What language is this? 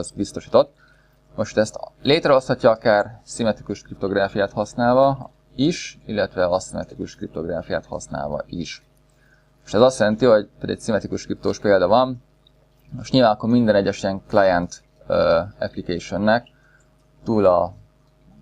Hungarian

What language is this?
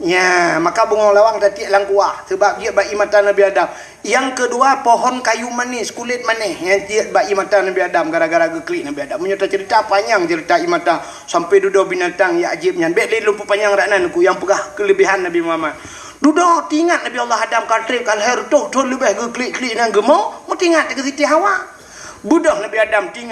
Achinese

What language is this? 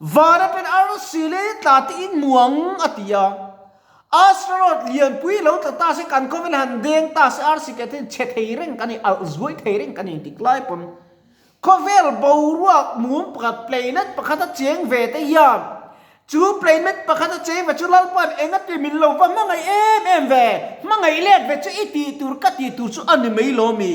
Mizo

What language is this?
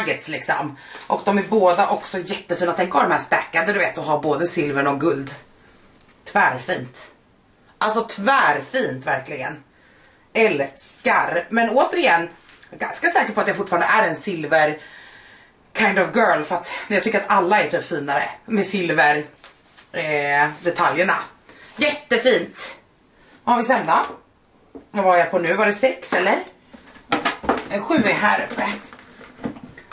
Swedish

